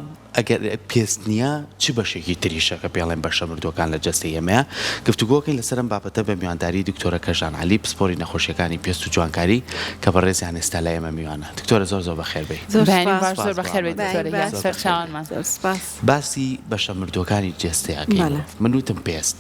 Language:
Central Kurdish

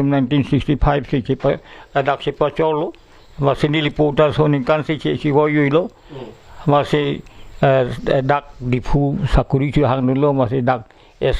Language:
Karbi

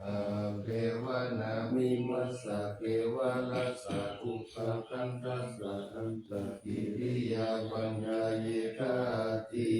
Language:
Pali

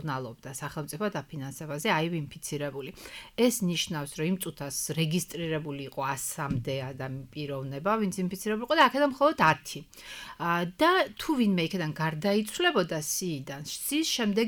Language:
Georgian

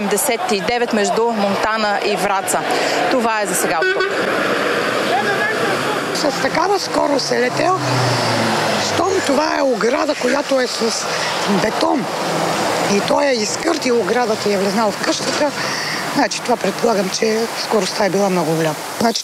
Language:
Bulgarian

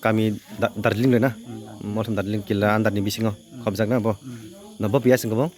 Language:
Kok Borok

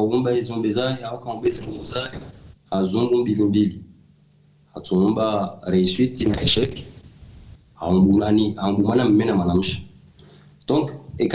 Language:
Ngazidja Comorian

